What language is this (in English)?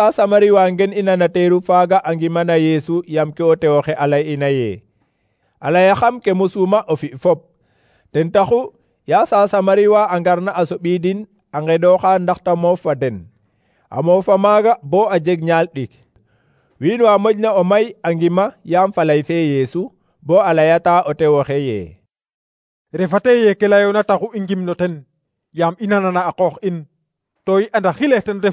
Serer